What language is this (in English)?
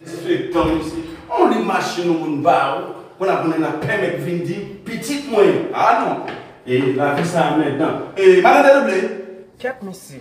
Haitian Creole